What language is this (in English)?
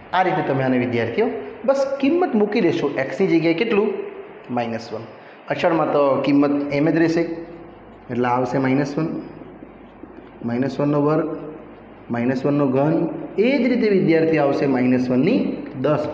Gujarati